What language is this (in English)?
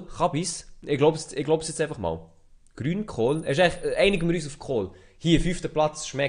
Swiss German